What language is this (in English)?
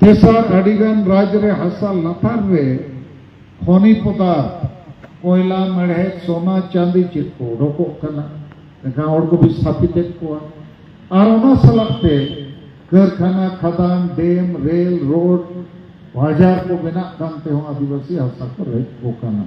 Santali